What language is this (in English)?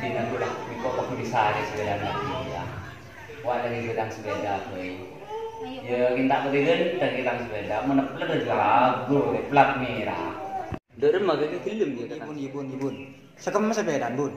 Madurese